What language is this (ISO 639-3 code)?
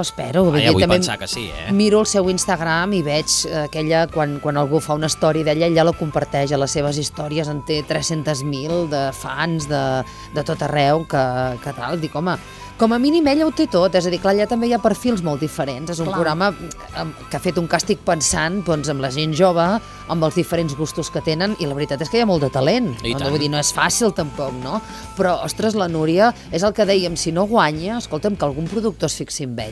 cat